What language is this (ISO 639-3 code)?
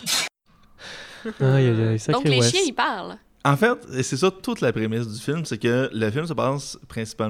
fra